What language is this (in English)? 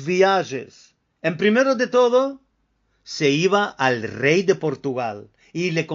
Ladino